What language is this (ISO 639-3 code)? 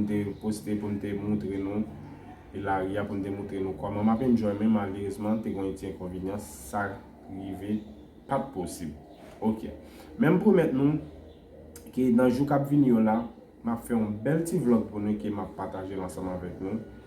hat